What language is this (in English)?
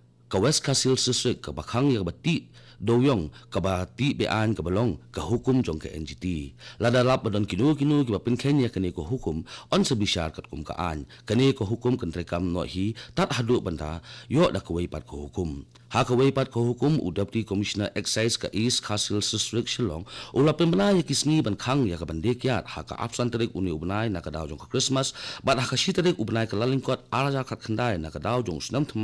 Khasi